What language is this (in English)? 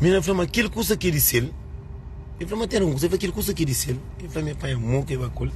Kabuverdianu